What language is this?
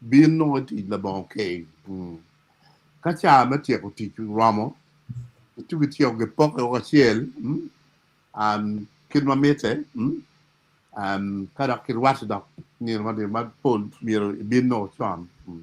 Acoli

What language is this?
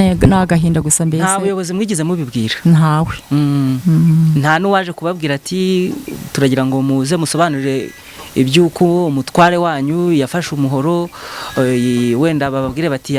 Kinyarwanda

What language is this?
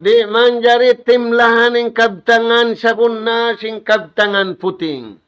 Tausug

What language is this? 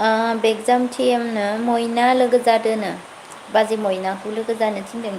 Bodo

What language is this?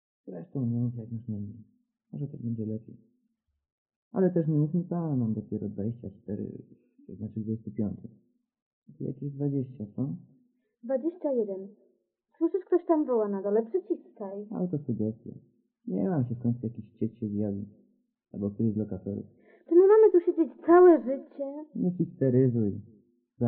Polish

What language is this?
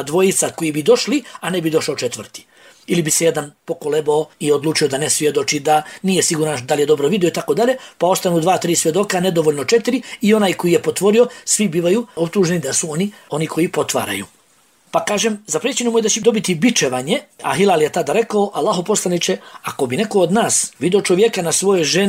Bosnian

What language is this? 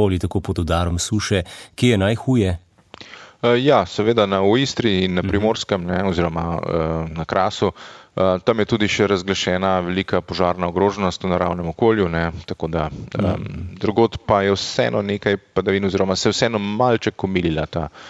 Slovenian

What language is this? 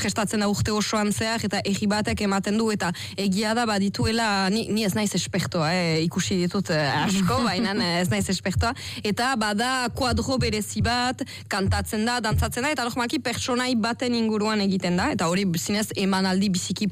Basque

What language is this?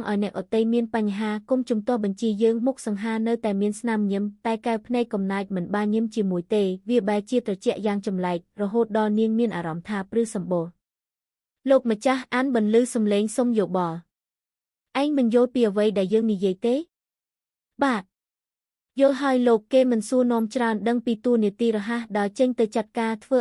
Khmer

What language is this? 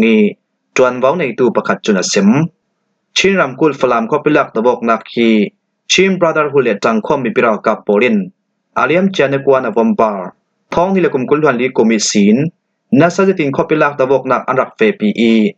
Falam Chin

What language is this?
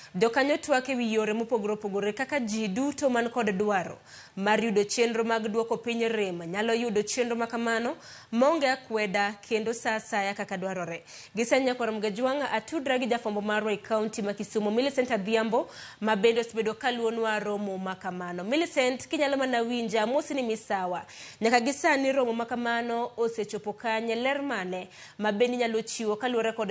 Luo (Kenya and Tanzania)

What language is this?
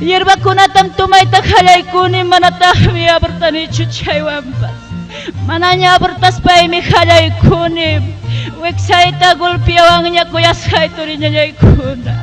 Ayacucho Quechua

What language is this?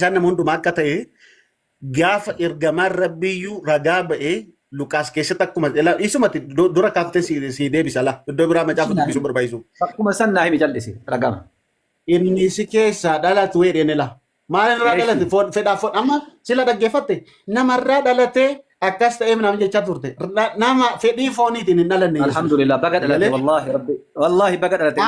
Oromo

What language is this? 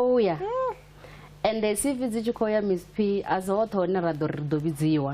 Venda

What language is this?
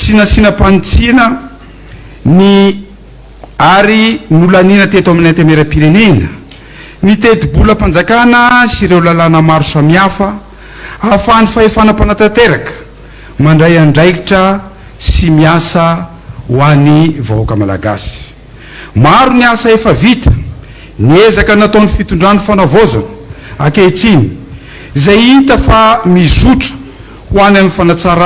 Malagasy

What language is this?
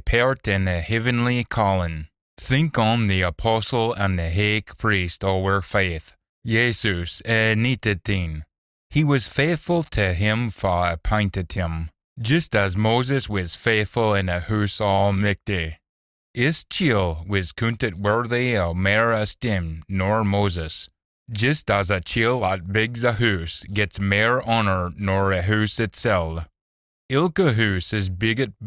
Scots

